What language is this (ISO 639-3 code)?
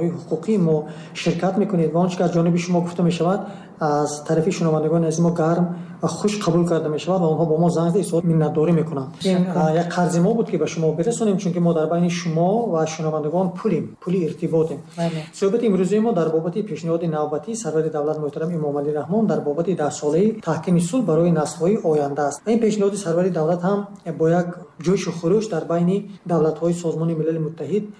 tgk